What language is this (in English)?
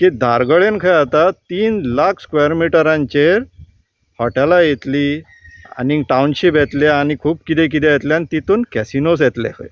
Konkani